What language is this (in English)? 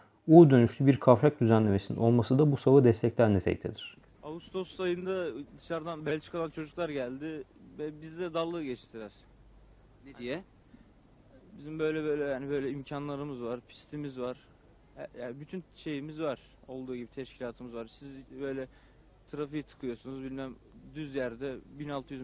Turkish